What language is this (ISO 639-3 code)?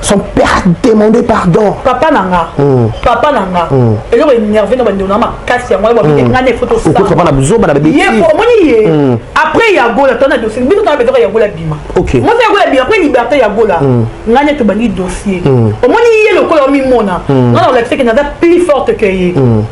lin